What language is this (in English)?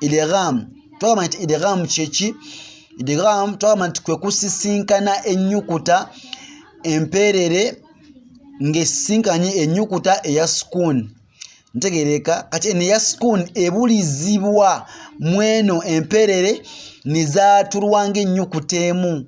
Ganda